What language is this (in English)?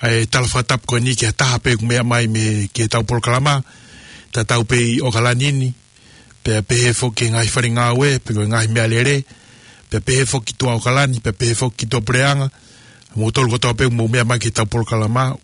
Tongan